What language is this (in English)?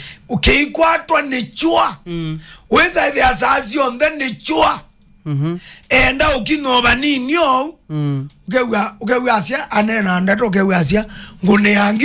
Kamba